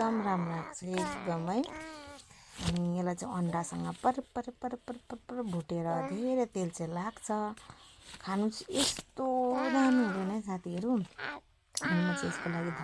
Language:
Nepali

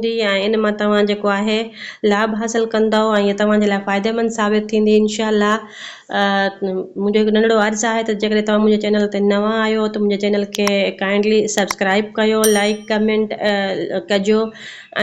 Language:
Sindhi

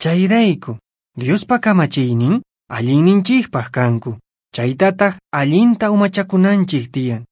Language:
Quechua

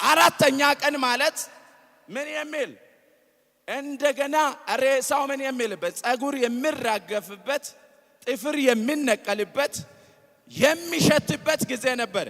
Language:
Amharic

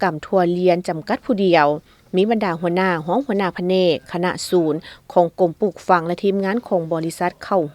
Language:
Lao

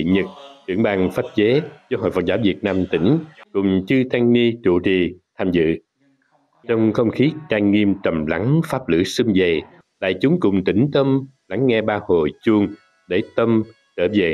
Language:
Vietnamese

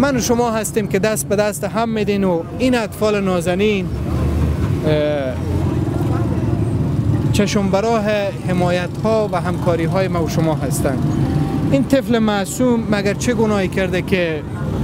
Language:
Persian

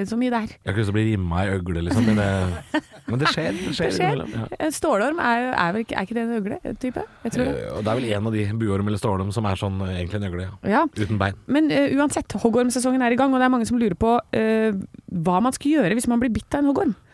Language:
Norwegian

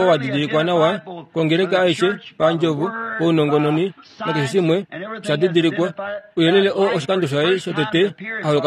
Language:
Kuanyama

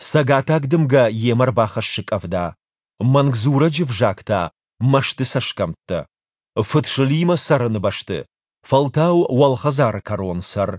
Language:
Ossetic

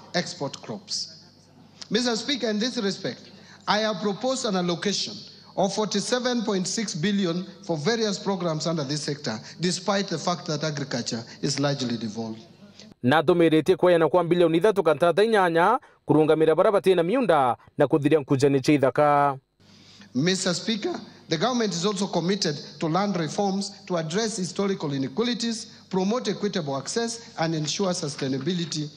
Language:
Meru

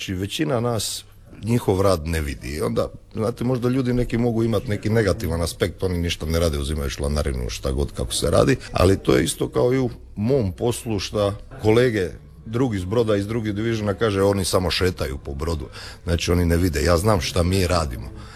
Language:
Croatian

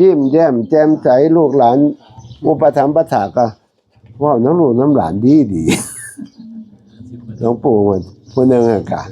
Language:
Northeastern Thai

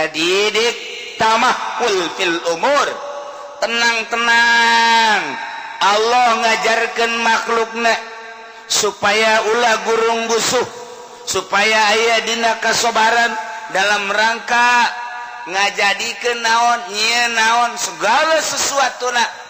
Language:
Sundanese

